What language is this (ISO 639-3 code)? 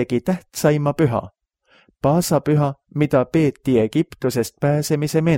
est